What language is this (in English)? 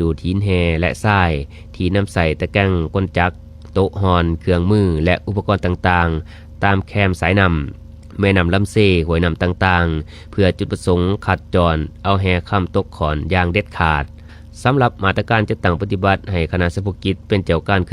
Lao